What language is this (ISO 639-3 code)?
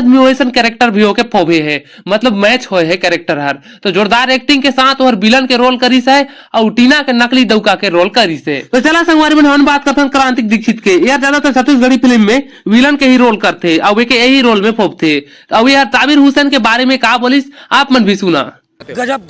hne